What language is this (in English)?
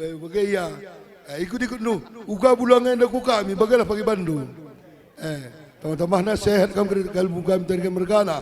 Batak Karo